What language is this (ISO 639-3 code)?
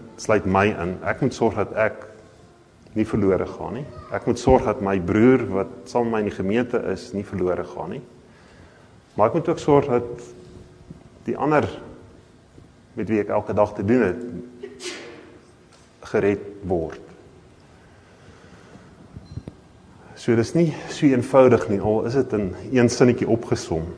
afr